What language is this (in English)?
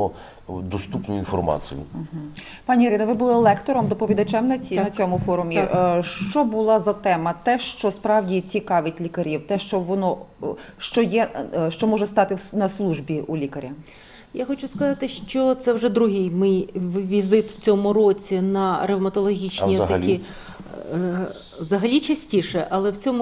Ukrainian